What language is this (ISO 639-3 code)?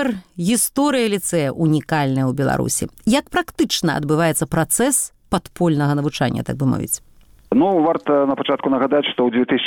bel